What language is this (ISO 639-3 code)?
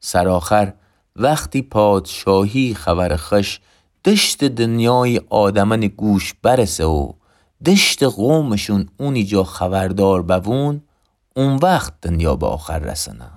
glk